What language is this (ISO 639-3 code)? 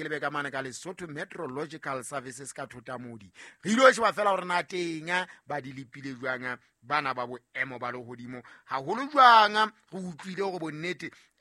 sot